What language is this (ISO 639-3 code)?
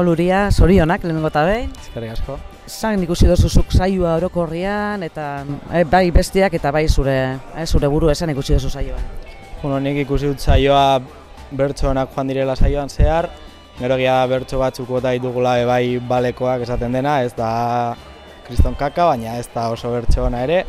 eus